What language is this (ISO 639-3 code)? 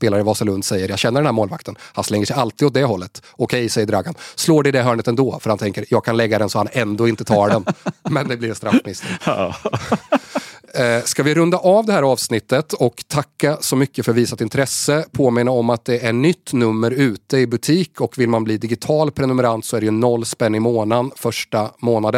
swe